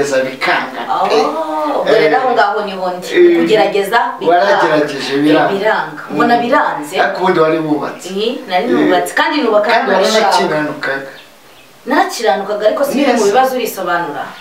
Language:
Kinyarwanda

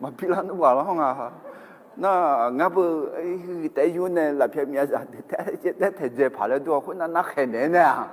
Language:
Akha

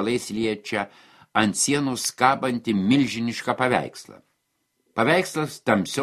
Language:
Lithuanian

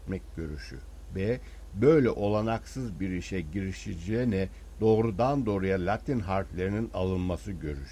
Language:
Turkish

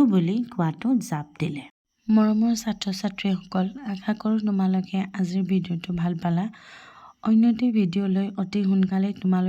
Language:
Assamese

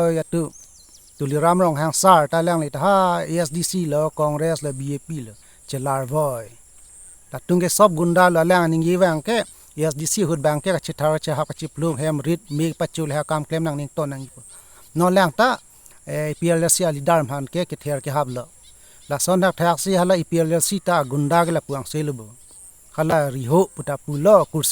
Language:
Karbi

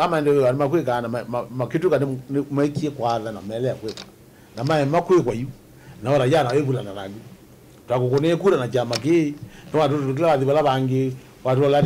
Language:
Kamba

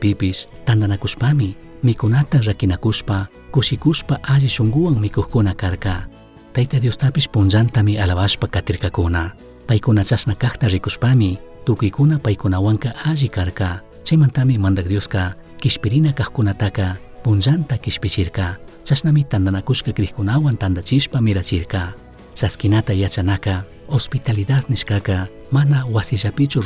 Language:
Chimborazo Highland Quichua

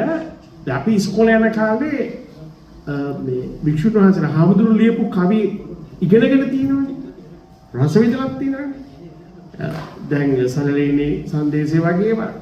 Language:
Sinhala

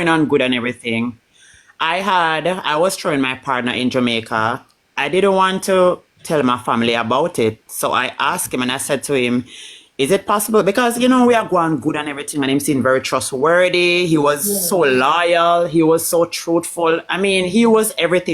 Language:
Jamaican Creole English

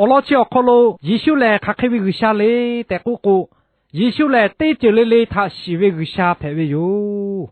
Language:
Lahu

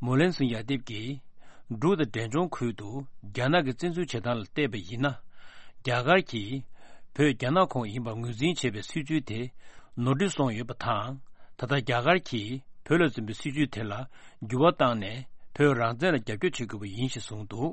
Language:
Tibetan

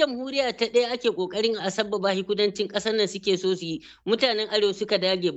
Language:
Hausa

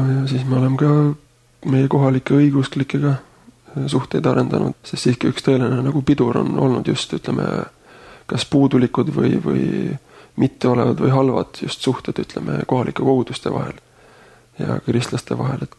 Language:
Estonian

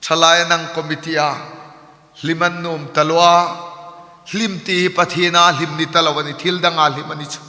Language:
Hmar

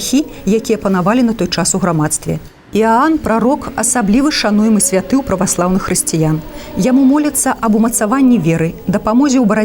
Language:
Belarusian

